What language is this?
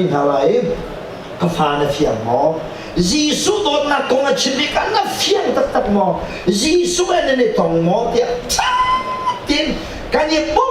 Hakha Chin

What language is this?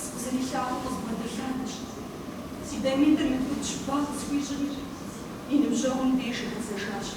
Kabardian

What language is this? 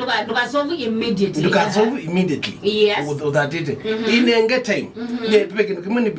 Kamba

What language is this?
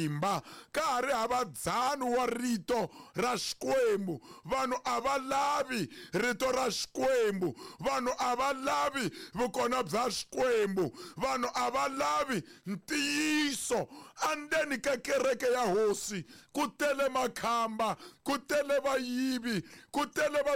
Tsonga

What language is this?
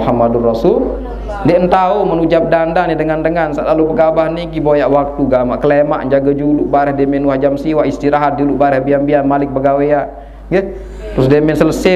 Sasak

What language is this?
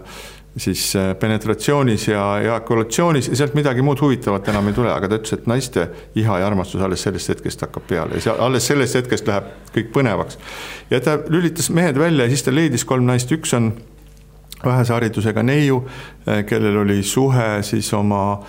Estonian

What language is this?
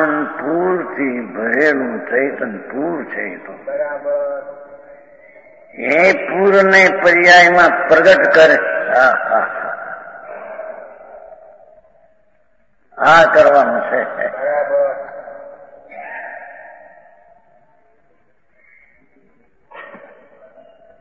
Gujarati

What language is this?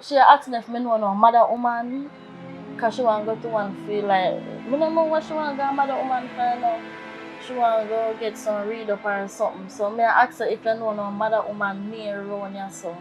Jamaican Creole English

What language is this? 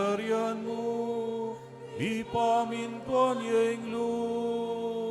Pampanga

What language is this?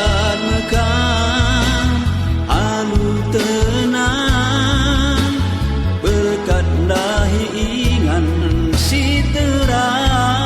Batak Karo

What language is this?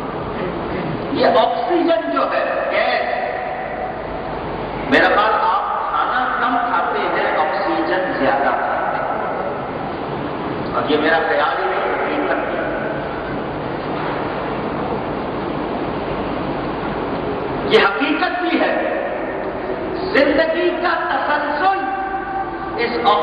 Urdu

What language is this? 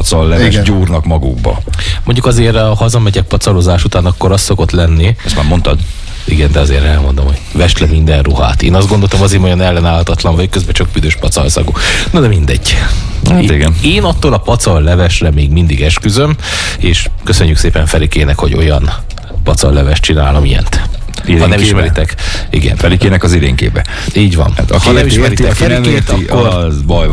Hungarian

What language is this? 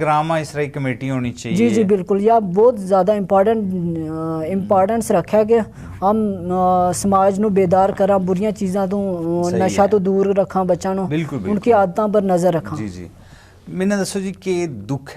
Gujari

